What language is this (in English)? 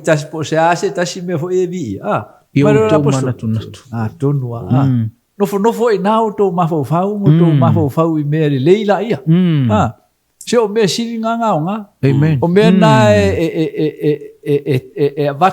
Samoan